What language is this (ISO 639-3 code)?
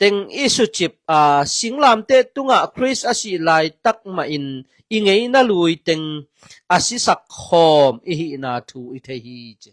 ctd